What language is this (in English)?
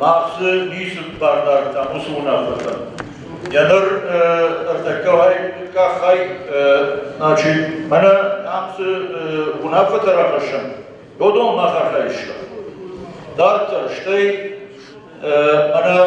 Ossetic